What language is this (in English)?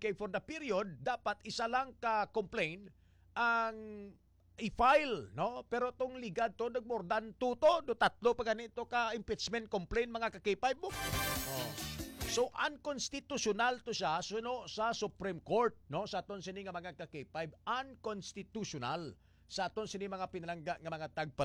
Hiligaynon